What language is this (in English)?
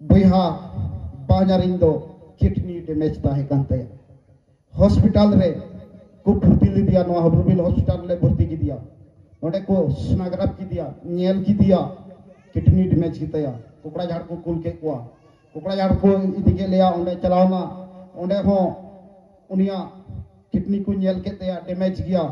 Santali